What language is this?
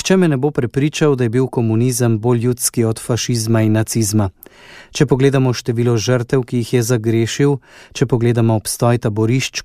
Slovenian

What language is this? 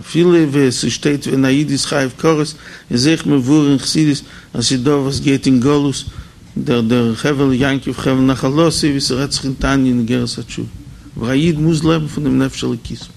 Yiddish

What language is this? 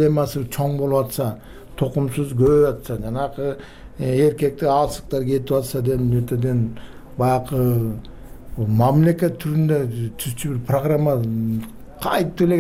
Kyrgyz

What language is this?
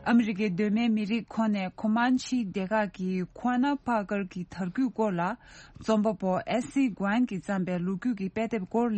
Tibetan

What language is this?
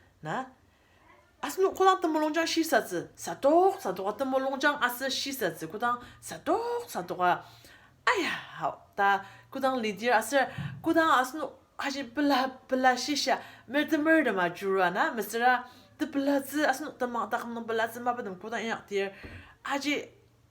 Ao Naga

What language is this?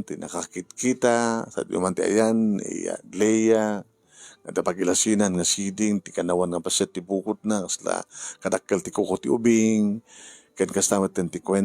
Iloko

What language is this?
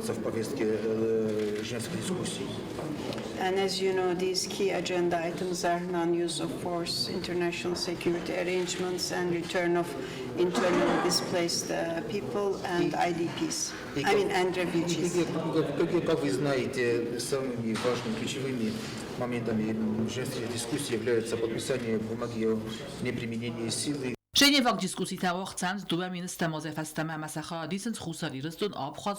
Ossetic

